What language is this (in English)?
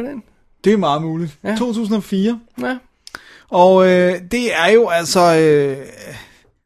Danish